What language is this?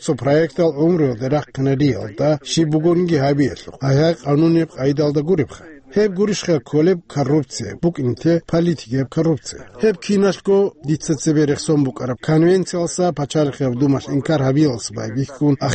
Avaric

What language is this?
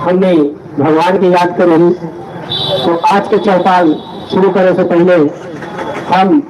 Magahi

